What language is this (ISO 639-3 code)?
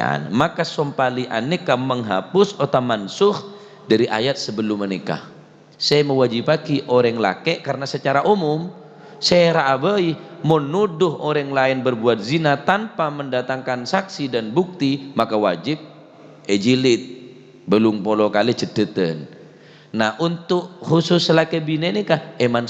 mad